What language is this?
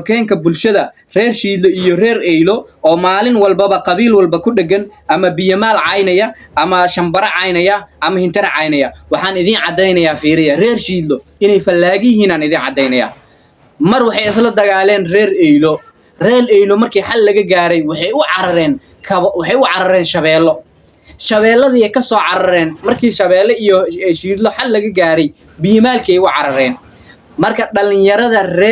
Somali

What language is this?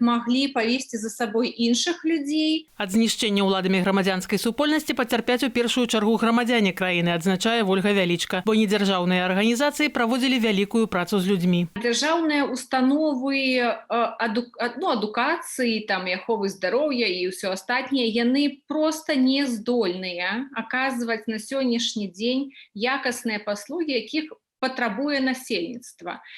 Belarusian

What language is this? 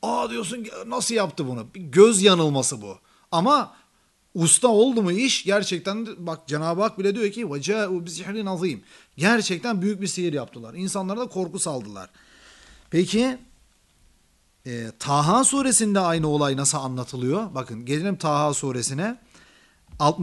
Turkish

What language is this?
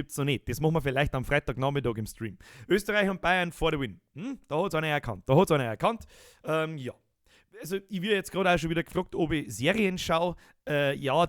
Bavarian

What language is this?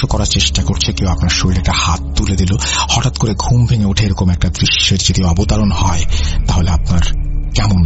Bangla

